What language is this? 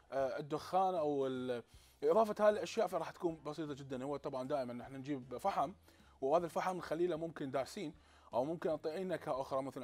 Mesopotamian Arabic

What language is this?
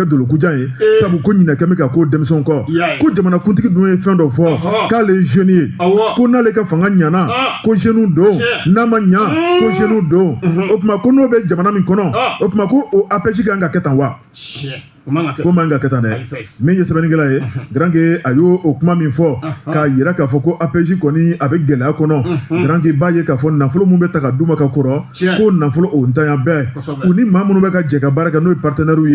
Bambara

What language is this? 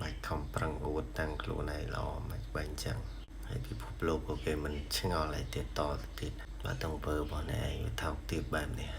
Khmer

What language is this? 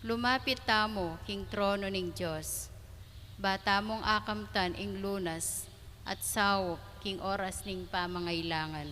Pampanga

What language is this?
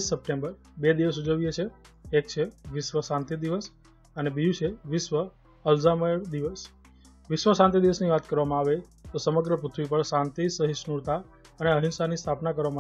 Gujarati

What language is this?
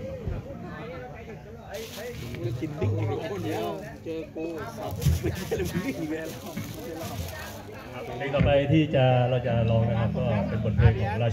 Thai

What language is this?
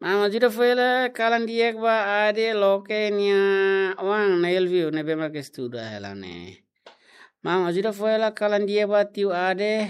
Tetum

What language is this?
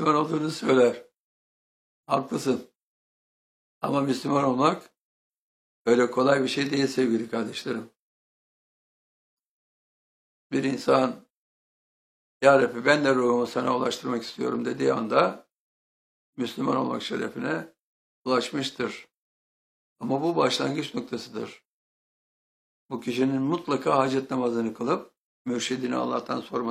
Turkish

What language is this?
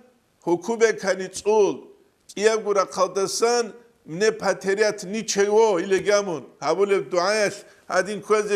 Avaric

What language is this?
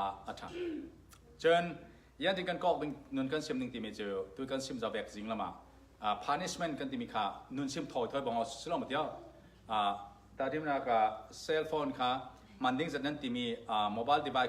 Falam Chin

